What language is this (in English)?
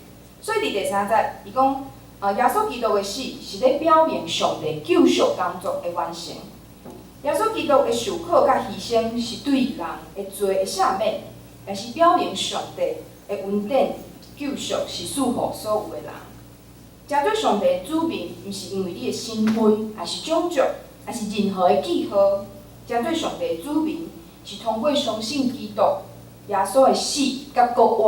Min Nan Chinese